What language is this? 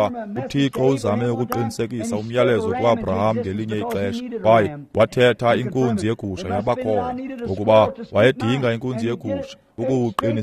Xhosa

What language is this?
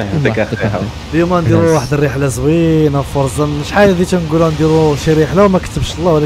Moroccan Arabic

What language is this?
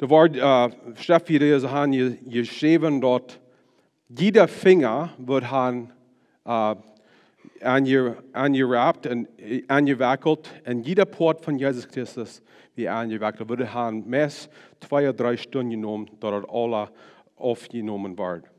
Plautdietsch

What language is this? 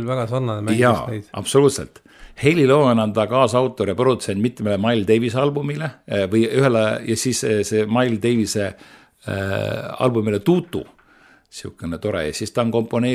Estonian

